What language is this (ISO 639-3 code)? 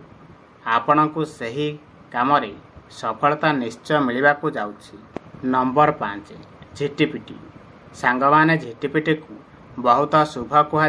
ori